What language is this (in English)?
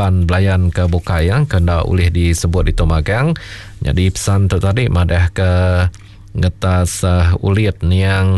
Iban